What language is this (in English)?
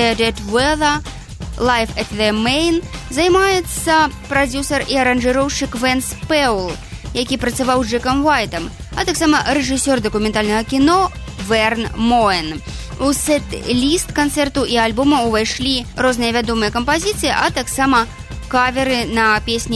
Belarusian